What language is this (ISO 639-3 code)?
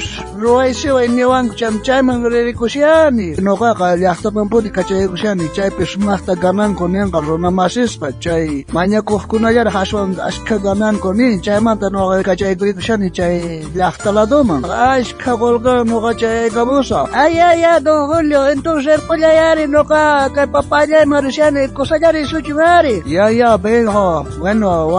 quh